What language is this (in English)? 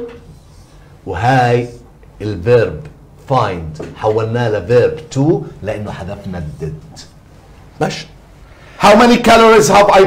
South Levantine Arabic